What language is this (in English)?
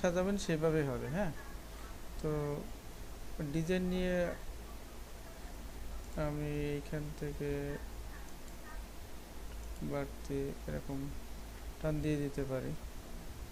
Bangla